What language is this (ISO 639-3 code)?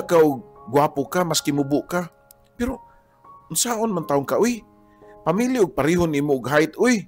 ceb